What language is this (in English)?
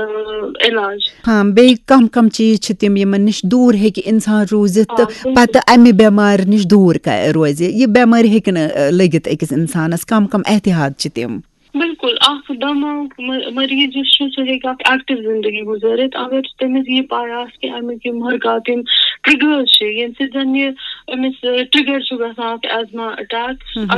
Kashmiri